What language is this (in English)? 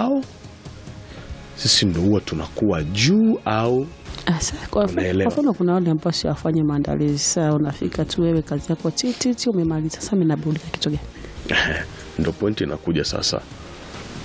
Swahili